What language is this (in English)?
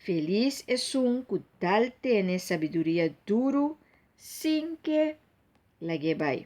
Papiamento